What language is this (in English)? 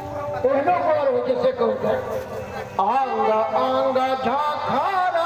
Maithili